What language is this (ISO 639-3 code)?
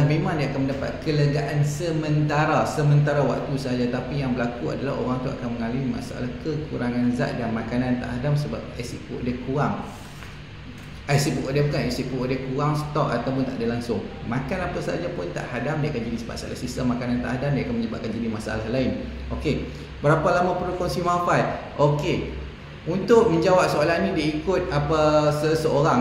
msa